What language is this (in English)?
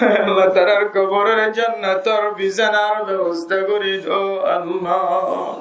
Rohingya